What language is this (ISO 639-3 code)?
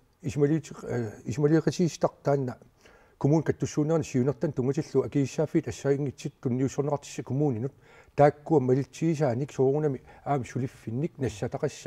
kal